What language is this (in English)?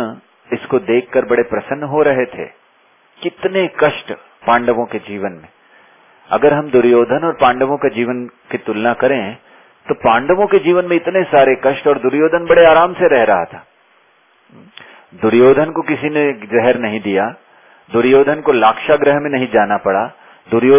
Hindi